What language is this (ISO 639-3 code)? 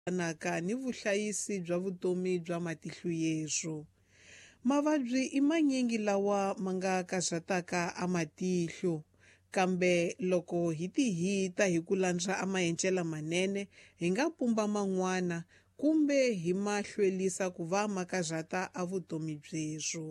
tso